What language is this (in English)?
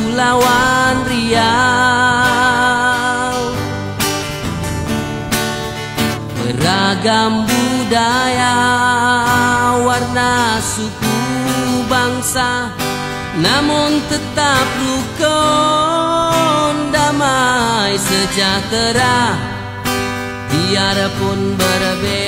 Indonesian